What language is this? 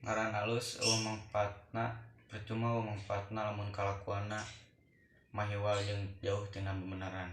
Sundanese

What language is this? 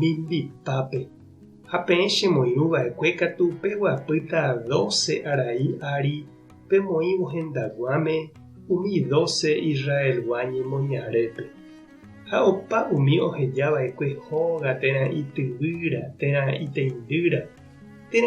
Guarani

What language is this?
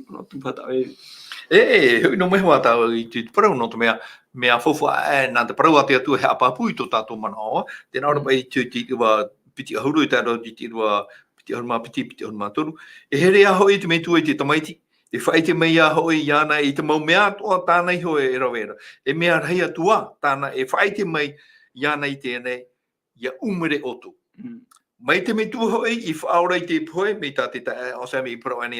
Tahitian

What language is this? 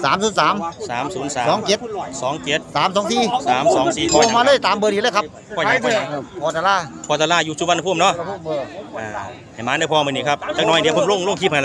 Northeastern Thai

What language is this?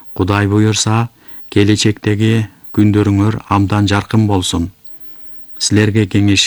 Kyrgyz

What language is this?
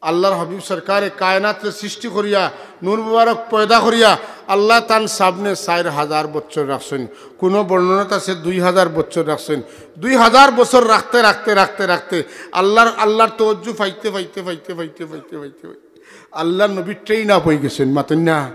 Sylheti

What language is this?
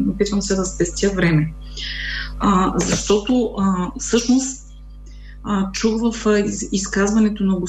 Bulgarian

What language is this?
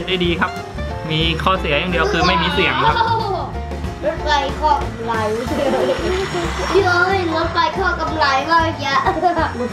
Thai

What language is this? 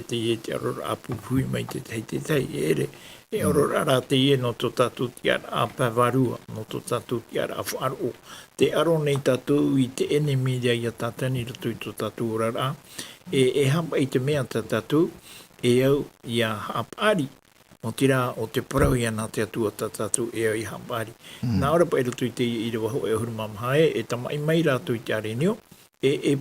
Tahitian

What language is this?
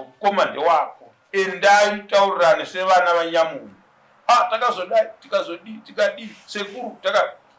Shona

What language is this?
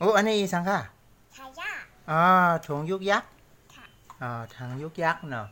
Shan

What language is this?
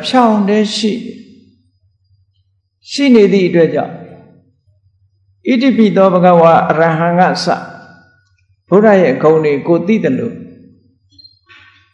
Burmese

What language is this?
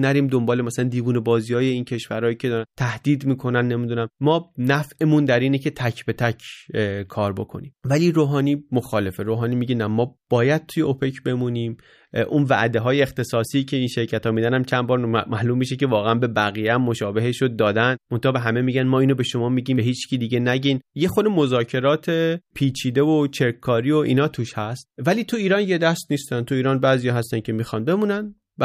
Persian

